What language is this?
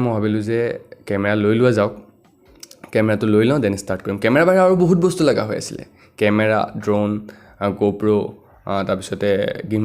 Assamese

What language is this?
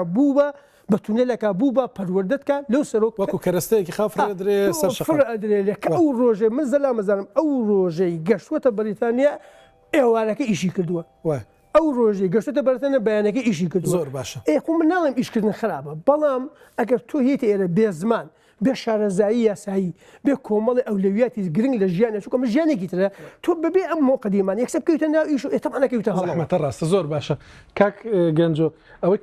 Central Kurdish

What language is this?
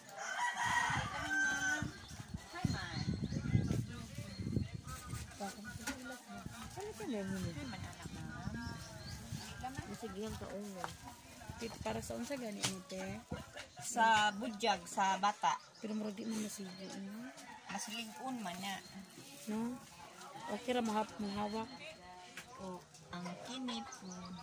Cebuano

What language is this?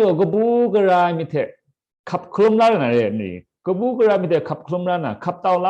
Kachin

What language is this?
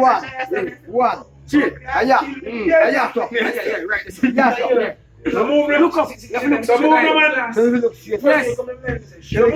Jamaican Creole English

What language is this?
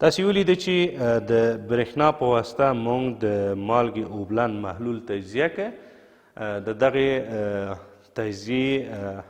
Pashto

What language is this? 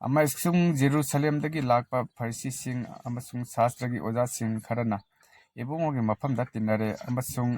Manipuri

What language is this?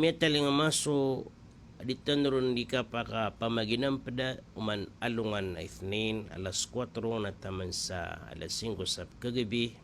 Maranao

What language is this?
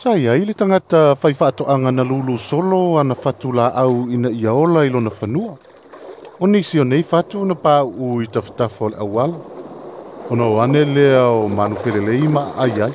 Samoan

